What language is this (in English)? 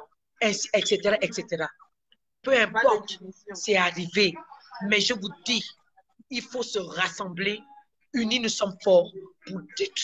French